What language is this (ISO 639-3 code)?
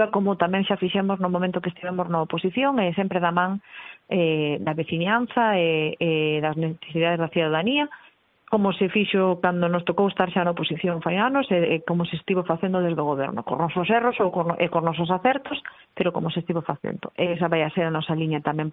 glg